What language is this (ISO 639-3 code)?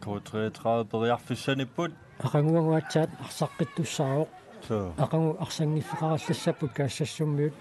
kal